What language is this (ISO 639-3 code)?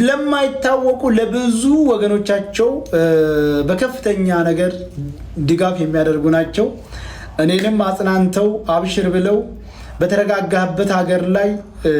amh